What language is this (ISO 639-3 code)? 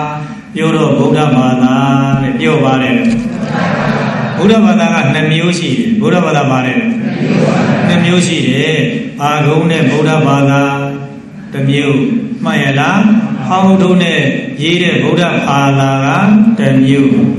mya